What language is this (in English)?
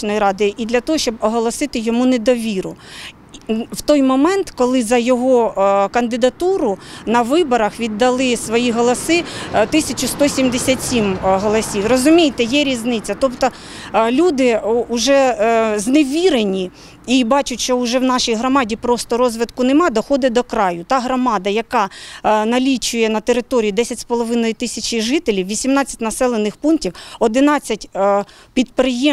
Ukrainian